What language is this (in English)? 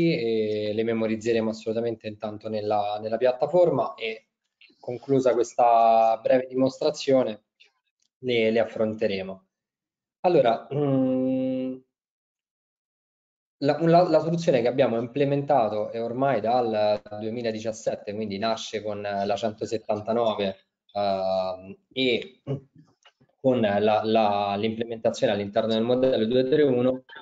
Italian